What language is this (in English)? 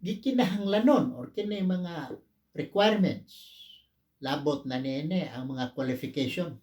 Cebuano